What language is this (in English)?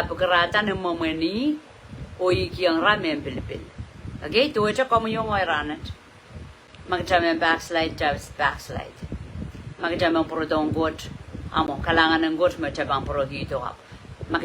Pohnpeian